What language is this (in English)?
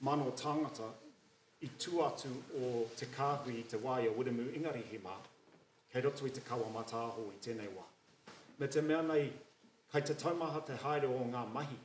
Māori